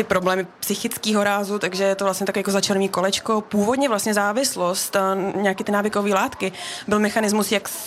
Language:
Czech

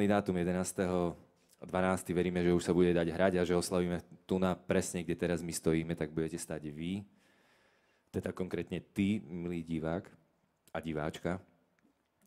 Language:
Slovak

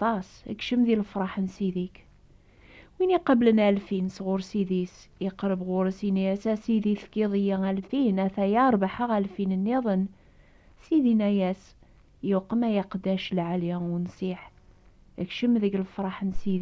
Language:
Kabyle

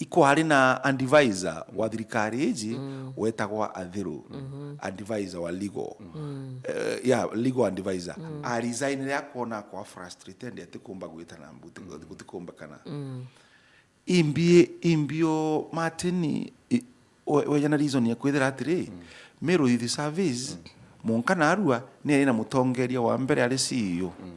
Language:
Meru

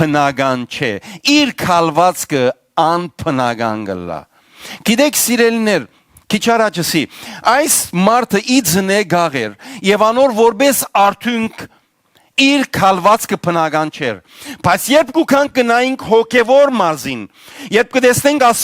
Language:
Western Armenian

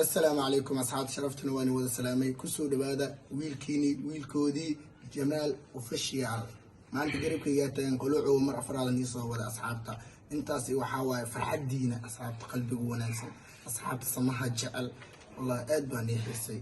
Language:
Somali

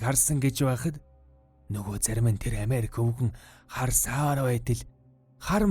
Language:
Mongolian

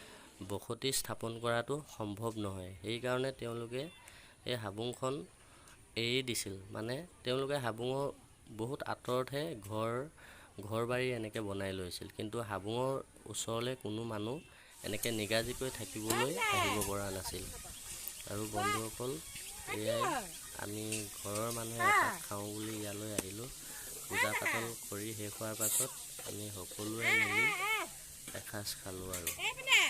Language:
Assamese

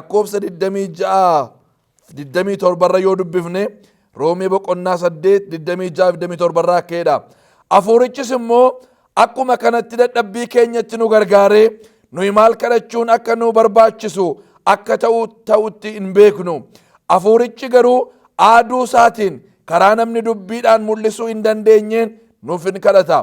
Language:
Oromo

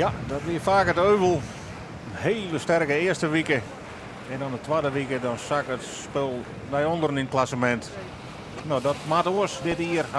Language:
Western Frisian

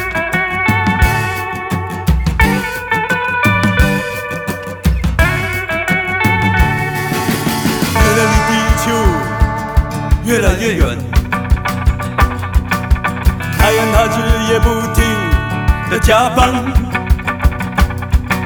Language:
Chinese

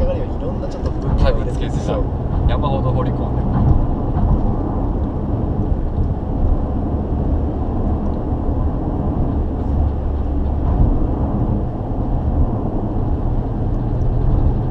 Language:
Japanese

